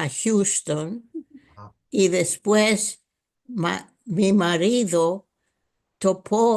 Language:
Ladino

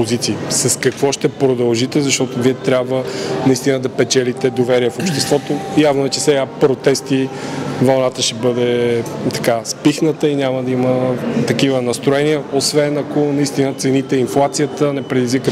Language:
Bulgarian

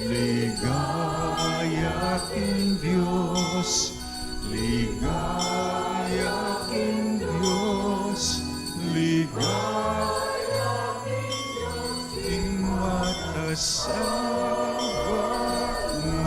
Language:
Pampanga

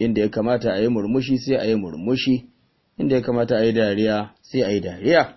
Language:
Hausa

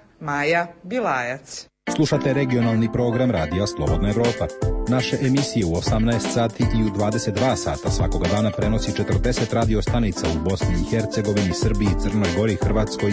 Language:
Croatian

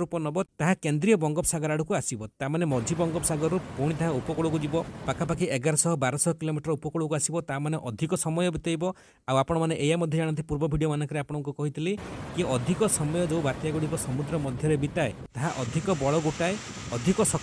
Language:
Odia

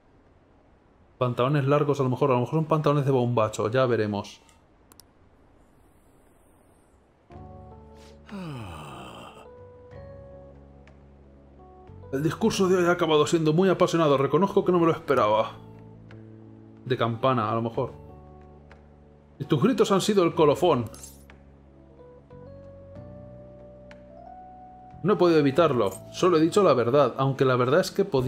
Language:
Spanish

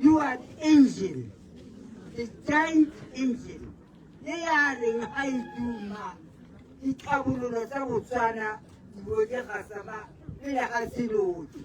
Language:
Tswana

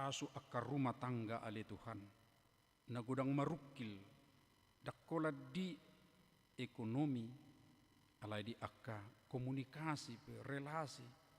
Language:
Batak Toba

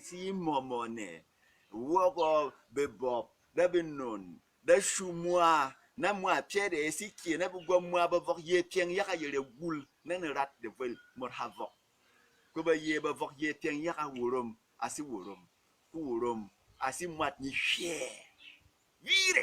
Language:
Berom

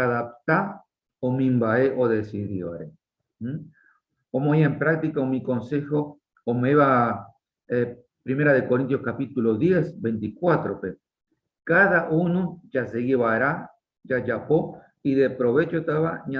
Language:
Guarani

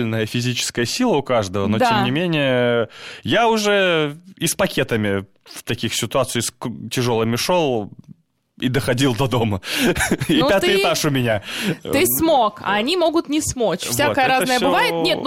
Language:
Russian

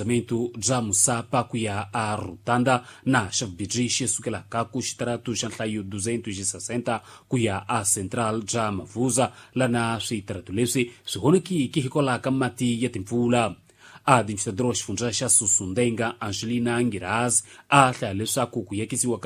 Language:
Tsonga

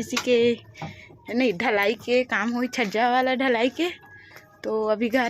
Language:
Chhattisgarhi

